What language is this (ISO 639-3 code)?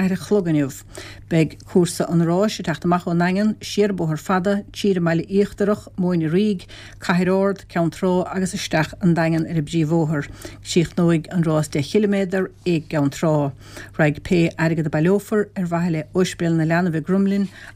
gle